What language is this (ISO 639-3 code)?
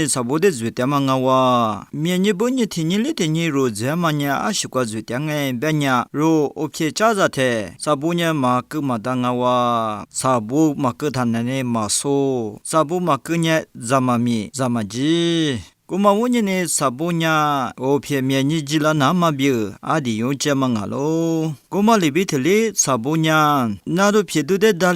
lis